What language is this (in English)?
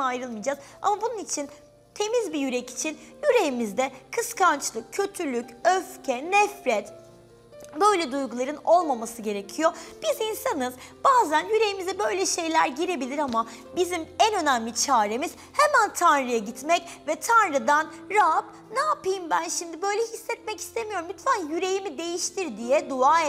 Turkish